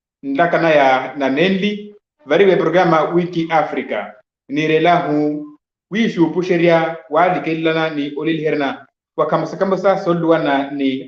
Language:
Makhuwa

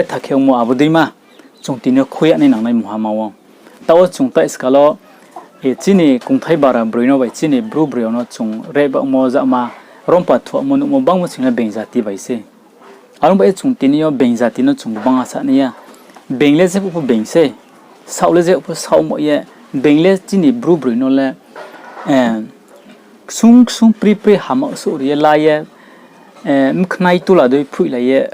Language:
Riang (India)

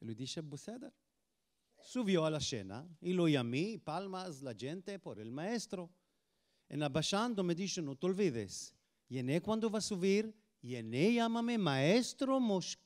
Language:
Ladino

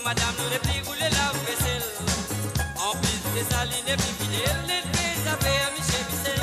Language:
Morisyen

